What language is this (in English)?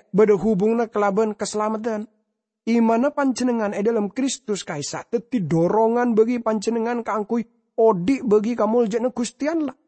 Madurese